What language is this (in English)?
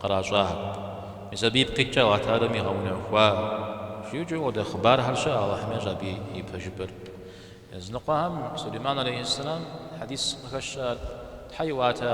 Kabardian